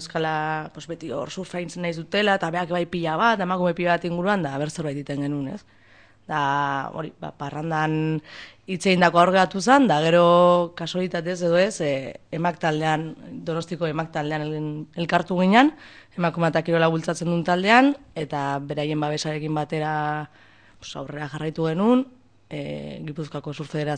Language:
Basque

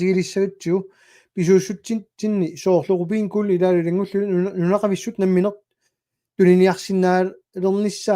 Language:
Kalaallisut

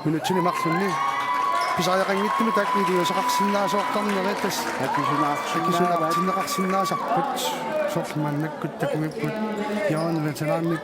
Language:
Kalaallisut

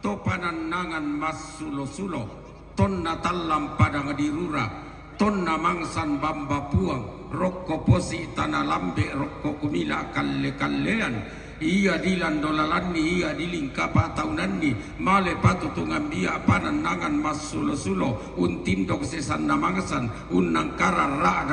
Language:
Toraja-Sa'dan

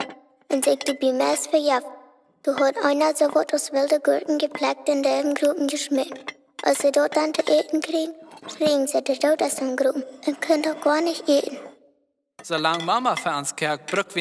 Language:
Plautdietsch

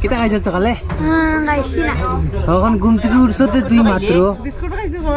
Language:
Sylheti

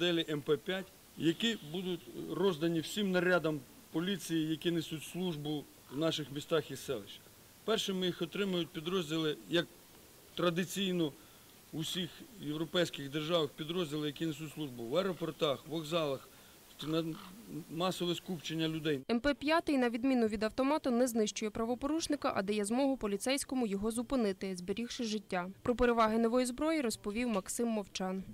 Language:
Ukrainian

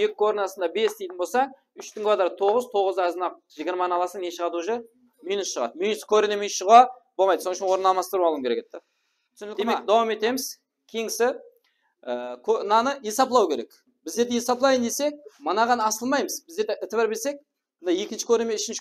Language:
Kara-Kalpak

